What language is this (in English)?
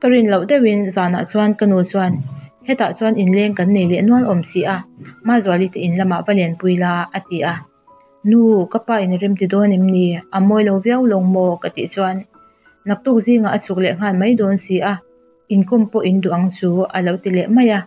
Mizo